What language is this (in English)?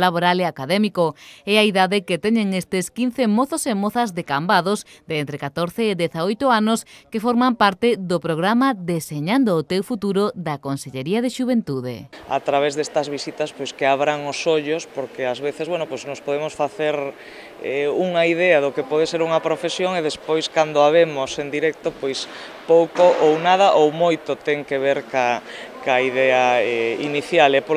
Galician